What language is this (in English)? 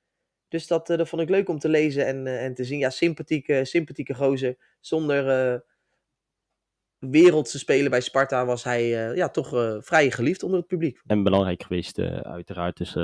Dutch